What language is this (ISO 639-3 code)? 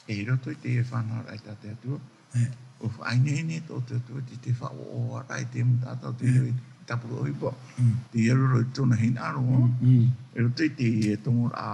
tah